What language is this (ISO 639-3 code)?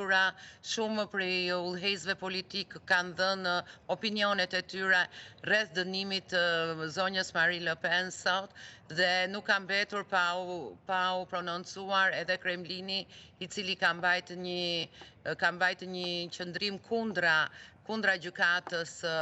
sqi